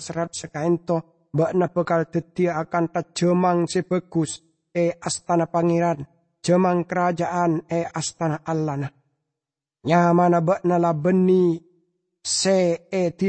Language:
Madurese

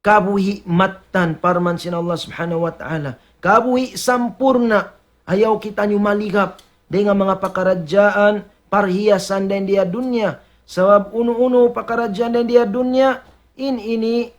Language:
Tausug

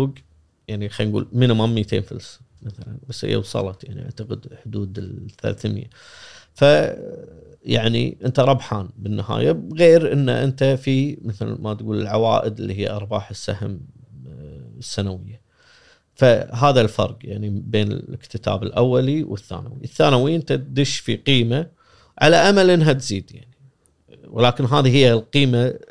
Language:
Gulf Arabic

